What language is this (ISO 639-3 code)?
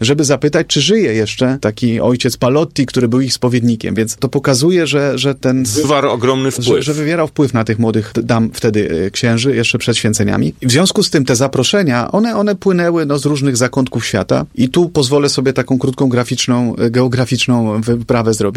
pol